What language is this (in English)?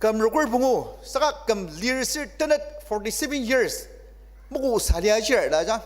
Ao Naga